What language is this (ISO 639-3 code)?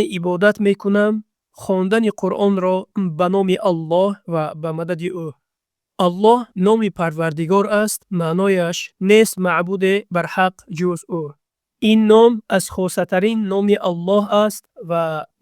tgk